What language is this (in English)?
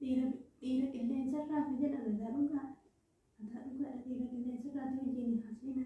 Oromo